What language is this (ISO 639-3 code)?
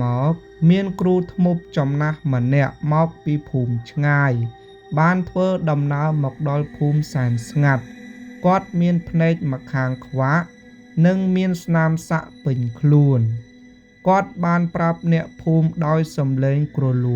khm